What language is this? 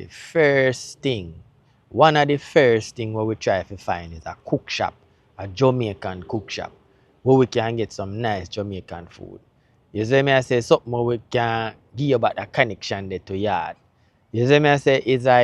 Jamaican Creole English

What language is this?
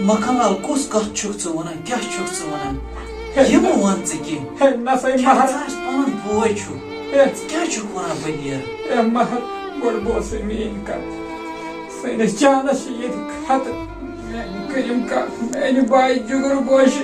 Kashmiri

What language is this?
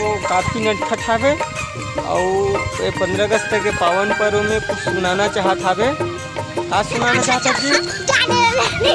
Chhattisgarhi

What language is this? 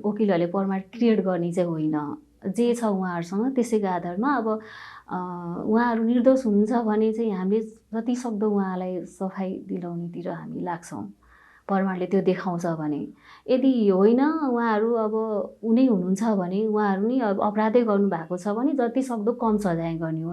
Nepali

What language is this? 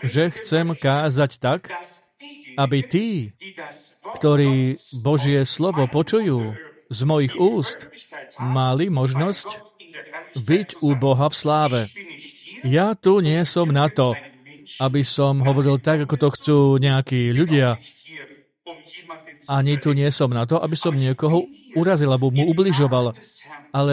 Slovak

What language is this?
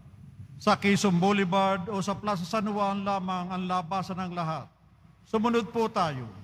Filipino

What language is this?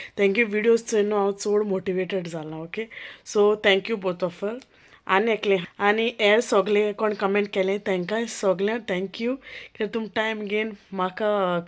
Konkani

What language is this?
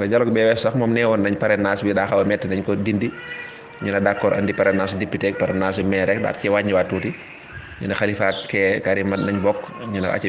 Wolof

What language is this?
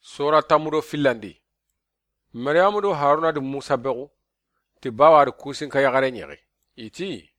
Soninke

